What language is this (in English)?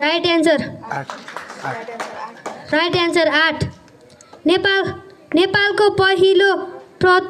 Nepali